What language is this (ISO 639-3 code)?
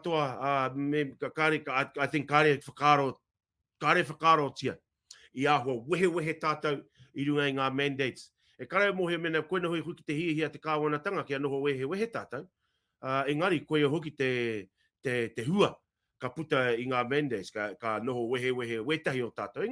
mri